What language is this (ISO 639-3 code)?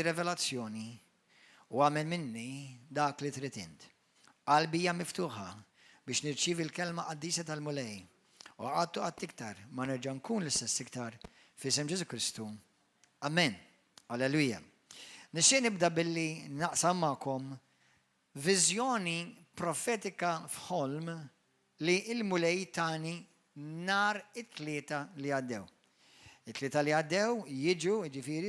mlt